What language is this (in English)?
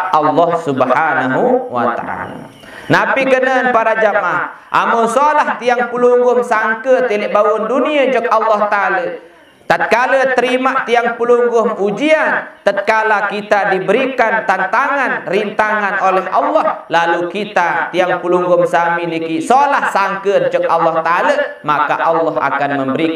Sasak